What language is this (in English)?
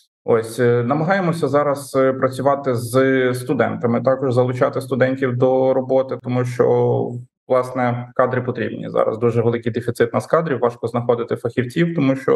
Ukrainian